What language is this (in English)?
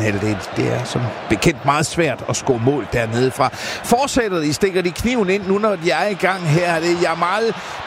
Danish